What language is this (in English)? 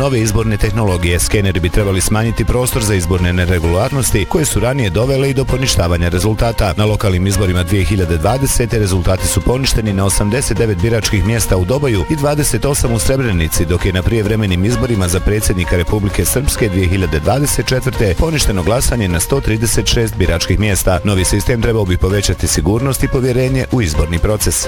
Bosnian